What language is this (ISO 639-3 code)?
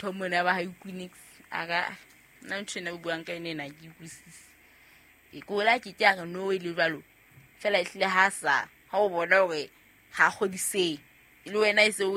sot